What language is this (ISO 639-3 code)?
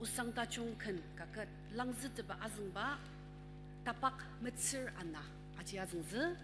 njo